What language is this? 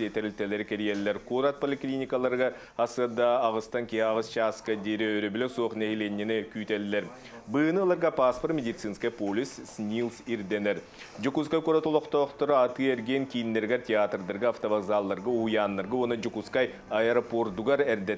Yakut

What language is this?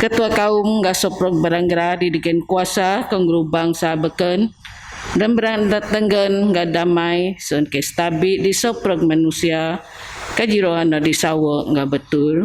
Biatah Bidayuh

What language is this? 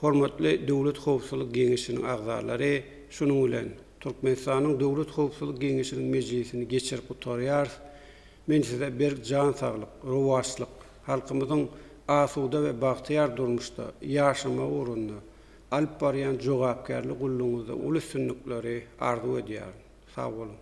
Turkmen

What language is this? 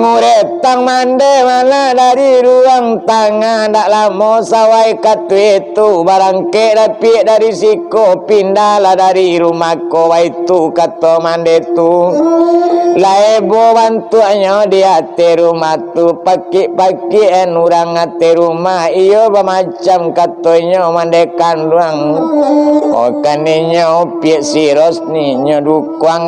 Minangkabau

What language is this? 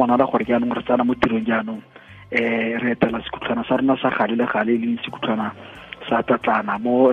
Tswana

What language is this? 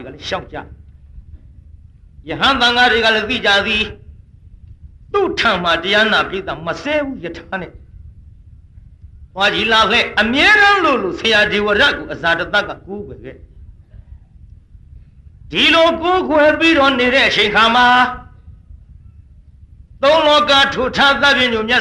Burmese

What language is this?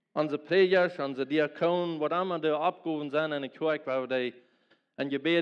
Plautdietsch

